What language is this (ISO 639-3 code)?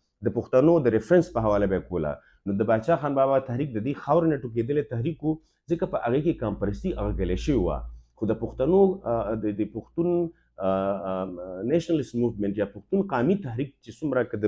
pus